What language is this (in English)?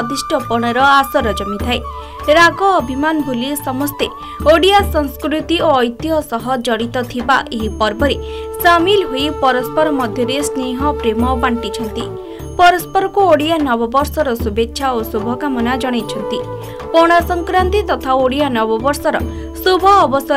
Odia